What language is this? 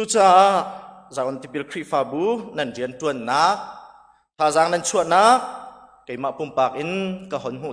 Hakha Chin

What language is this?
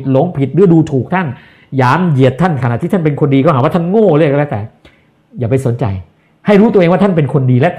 Thai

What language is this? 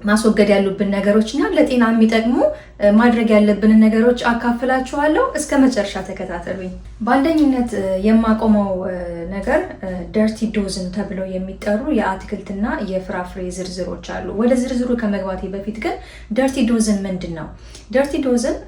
Amharic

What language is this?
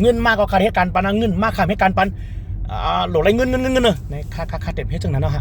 Shan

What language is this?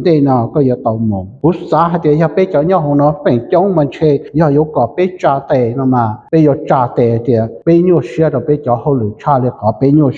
Hmong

